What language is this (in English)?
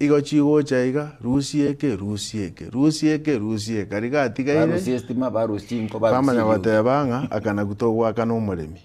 Gusii